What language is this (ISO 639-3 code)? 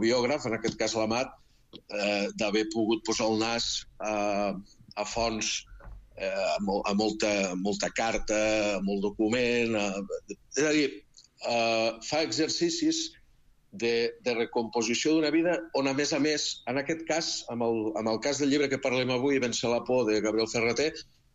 cat